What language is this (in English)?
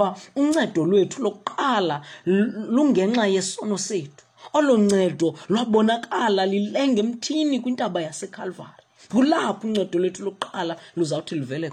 Xhosa